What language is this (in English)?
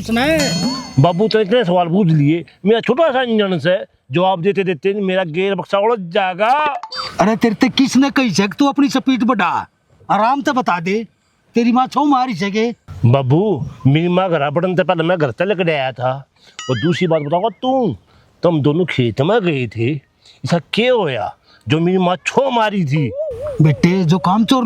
Haryanvi